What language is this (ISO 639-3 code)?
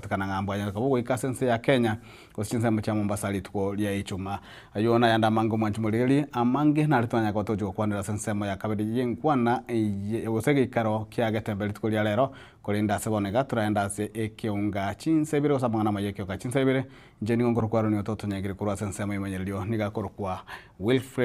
guz